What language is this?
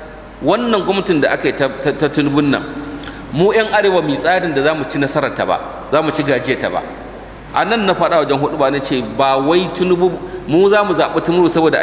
Hausa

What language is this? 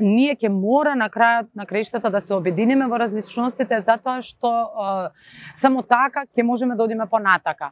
Macedonian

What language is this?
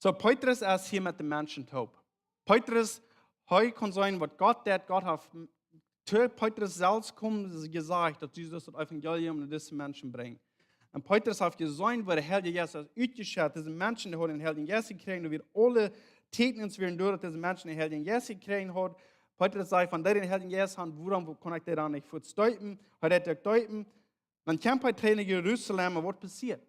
Plautdietsch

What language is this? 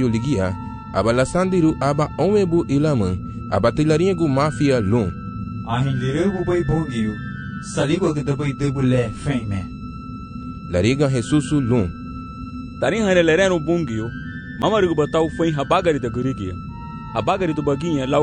Garifuna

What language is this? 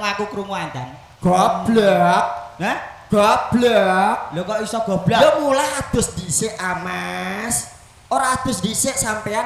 Javanese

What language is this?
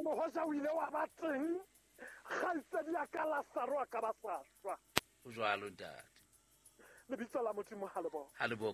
Southern Sotho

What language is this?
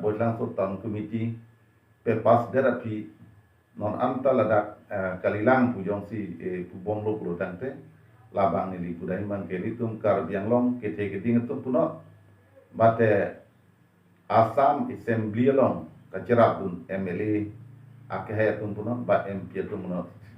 Karbi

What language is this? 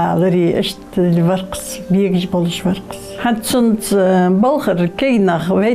Ingush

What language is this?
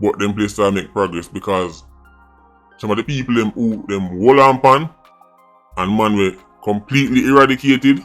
Jamaican Creole English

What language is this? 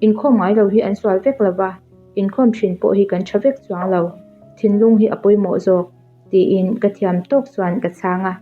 Mizo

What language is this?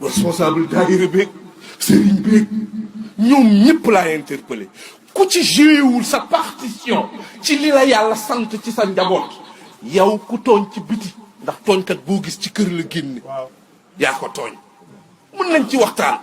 Wolof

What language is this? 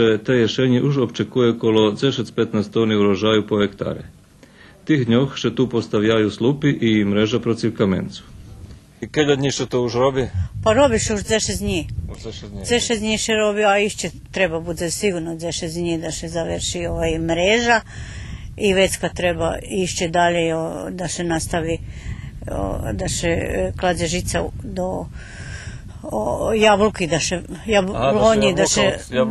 Rusyn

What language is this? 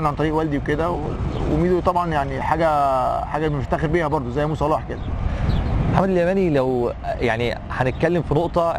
Egyptian Arabic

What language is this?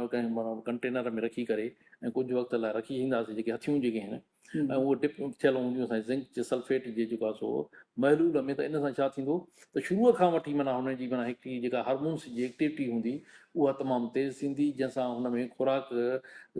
Sindhi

